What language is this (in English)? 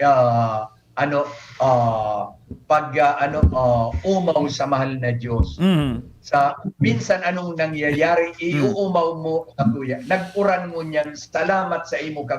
Bikol